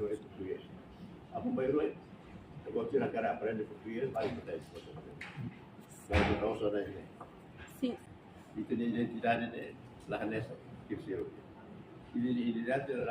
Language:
Tetum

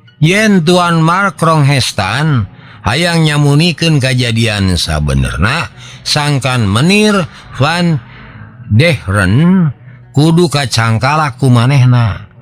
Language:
Sundanese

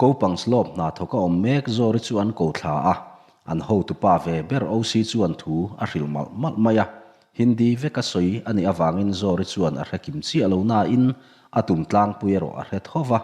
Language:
Mizo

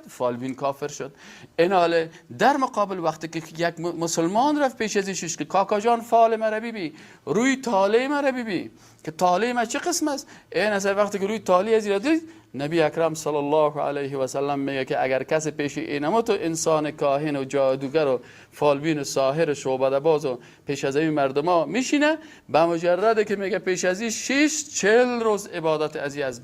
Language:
Persian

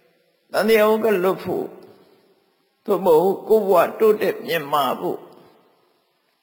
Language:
Burmese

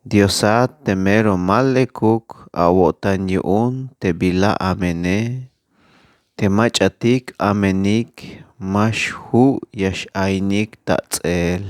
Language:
Tzeltal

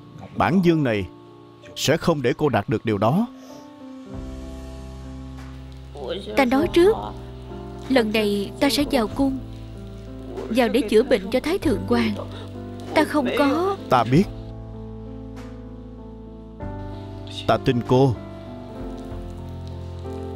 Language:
Vietnamese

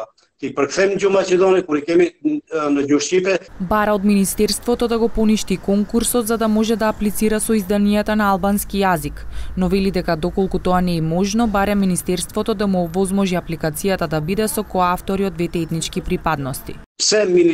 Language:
Macedonian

